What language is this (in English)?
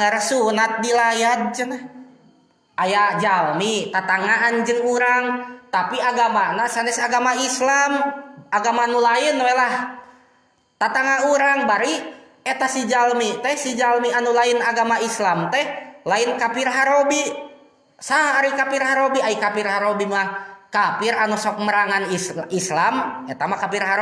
Sundanese